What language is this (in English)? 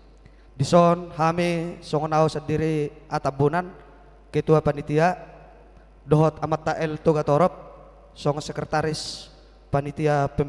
Batak Toba